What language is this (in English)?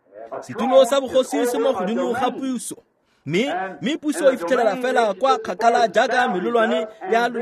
Tswana